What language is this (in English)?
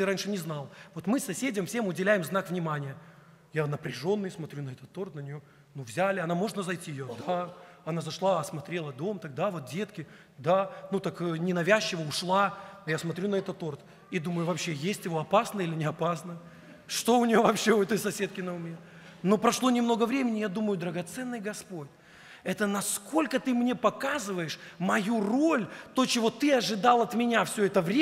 Russian